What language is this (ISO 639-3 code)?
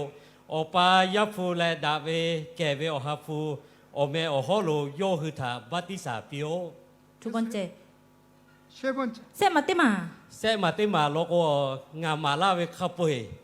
lhu